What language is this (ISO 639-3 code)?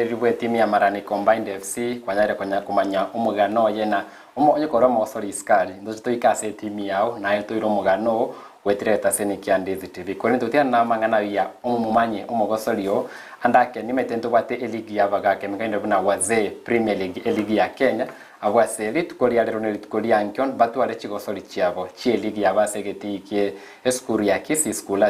guz